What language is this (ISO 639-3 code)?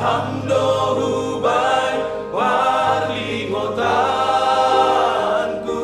bts